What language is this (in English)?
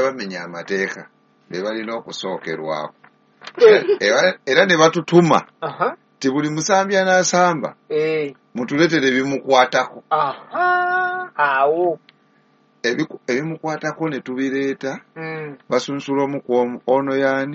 Ganda